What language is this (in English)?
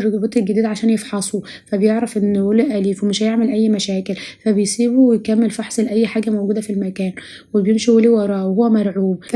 Egyptian Arabic